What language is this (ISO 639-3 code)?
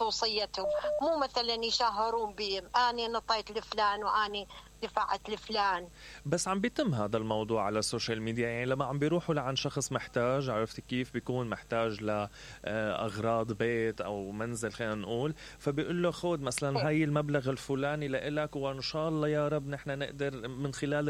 acm